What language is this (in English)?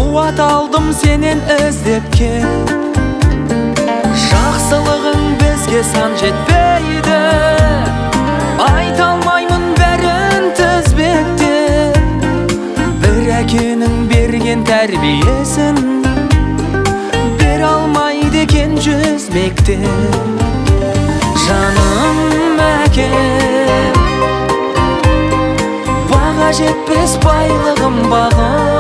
Kazakh